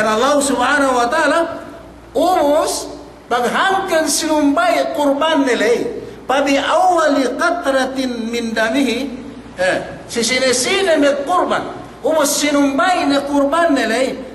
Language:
Yakan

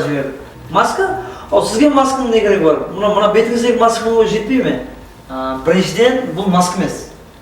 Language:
Kara-Kalpak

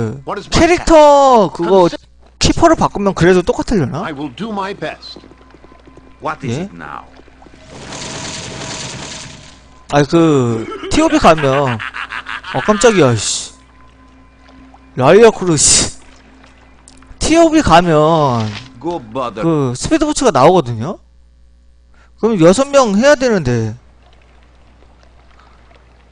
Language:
Korean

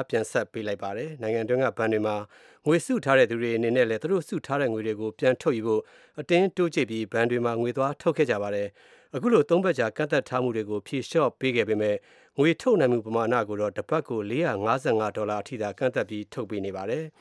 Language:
Burmese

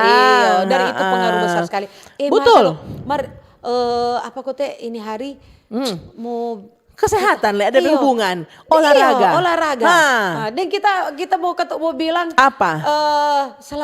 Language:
Manado Malay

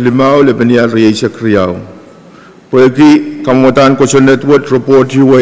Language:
Pohnpeian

